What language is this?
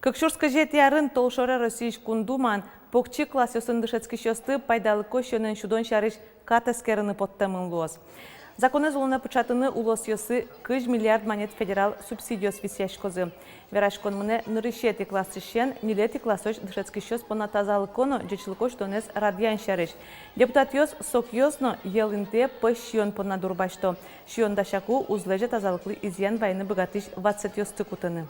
Udmurt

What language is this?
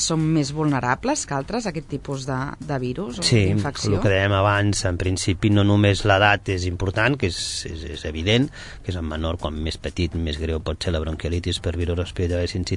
Catalan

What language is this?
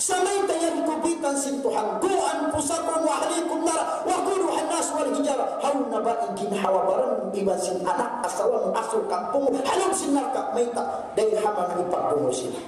Tausug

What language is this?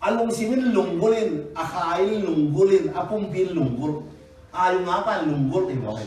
Tedim Chin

